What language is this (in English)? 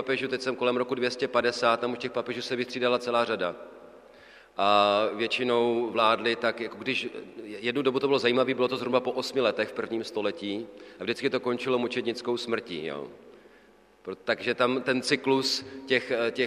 Czech